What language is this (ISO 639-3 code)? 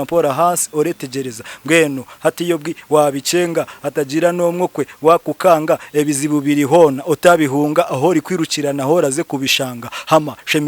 nyn